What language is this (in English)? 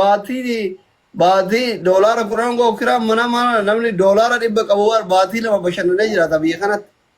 Oromo